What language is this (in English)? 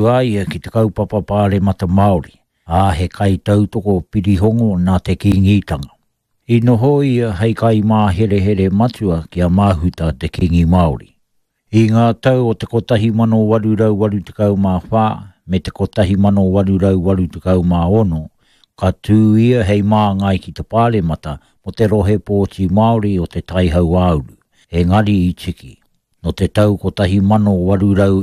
Māori